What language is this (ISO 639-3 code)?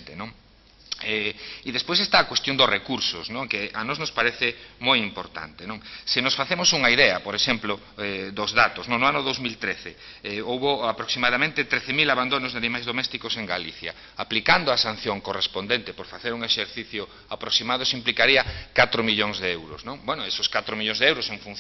glg